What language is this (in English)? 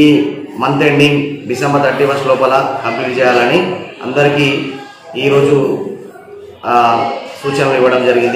Telugu